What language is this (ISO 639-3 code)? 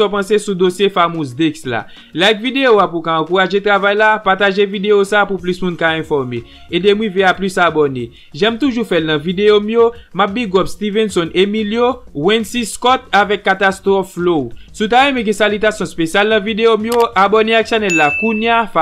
hat